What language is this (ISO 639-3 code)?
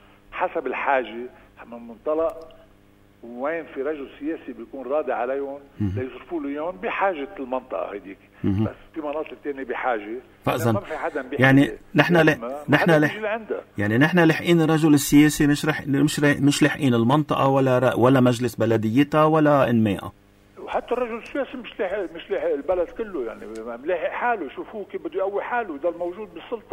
apc